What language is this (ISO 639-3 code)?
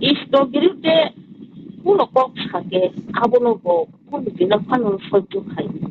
trp